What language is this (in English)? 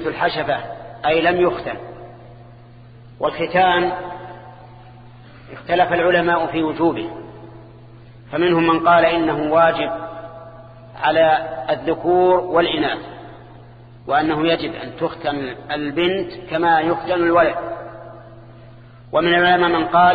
Arabic